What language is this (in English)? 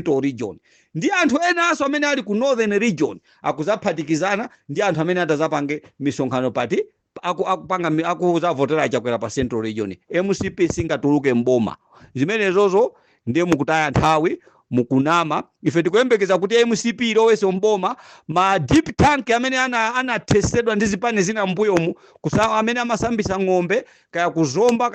Nyanja